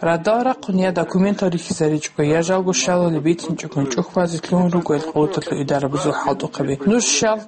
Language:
Avaric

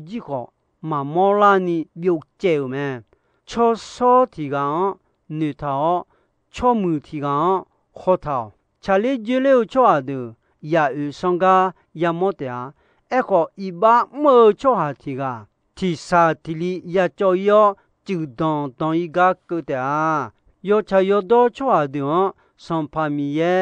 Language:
Akha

